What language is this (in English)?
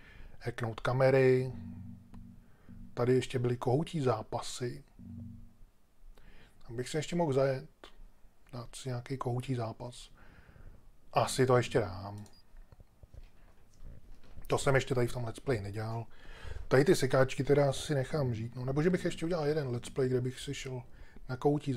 Czech